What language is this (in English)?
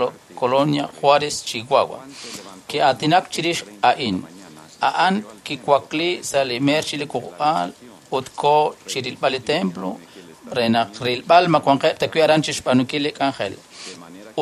Kekchí